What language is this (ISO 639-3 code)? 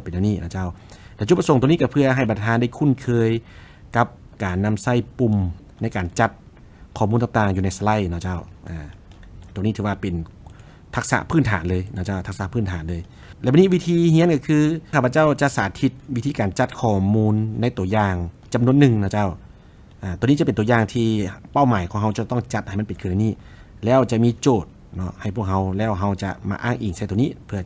lao